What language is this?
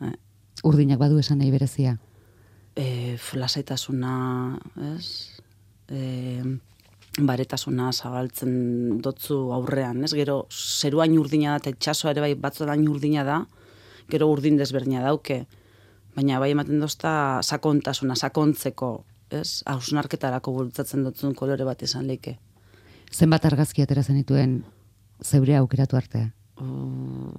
Basque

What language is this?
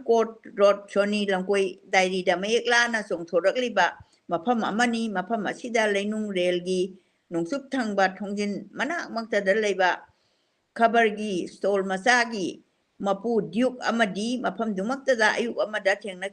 Manipuri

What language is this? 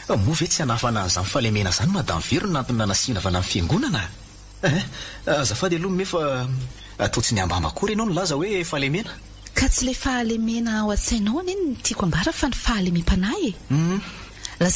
Malagasy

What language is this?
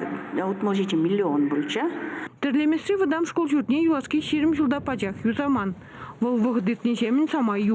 Chuvash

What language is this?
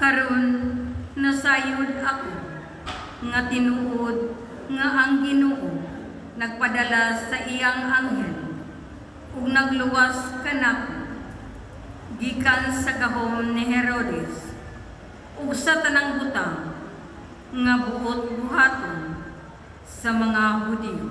Cebuano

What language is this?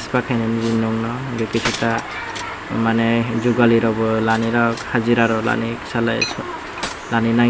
Kok Borok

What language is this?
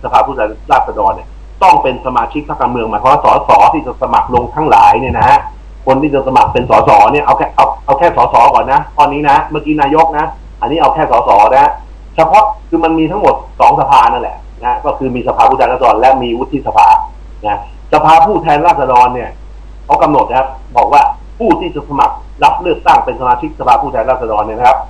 Thai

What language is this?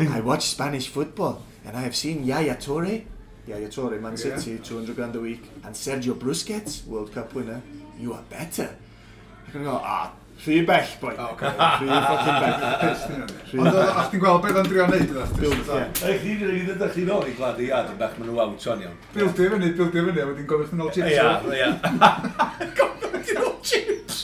Welsh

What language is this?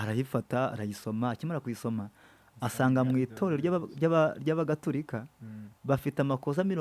Kinyarwanda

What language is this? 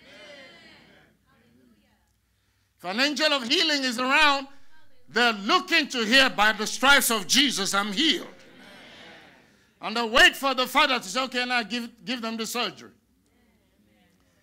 English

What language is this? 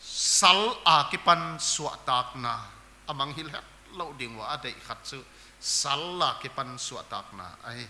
Paite Chin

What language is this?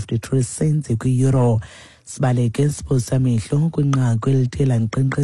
Xhosa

